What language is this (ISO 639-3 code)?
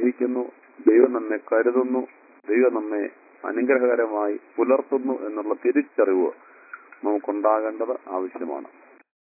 mal